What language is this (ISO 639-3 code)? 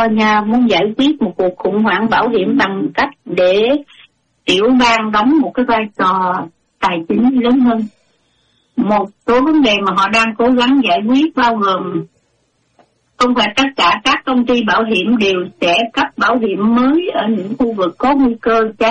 vie